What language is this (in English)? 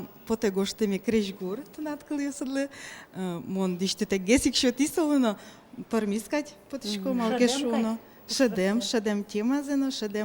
Udmurt